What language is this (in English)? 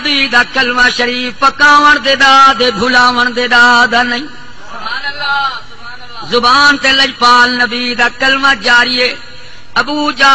Saraiki